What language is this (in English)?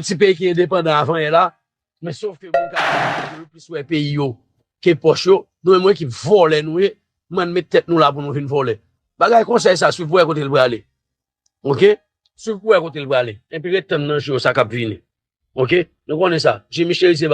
Haitian Creole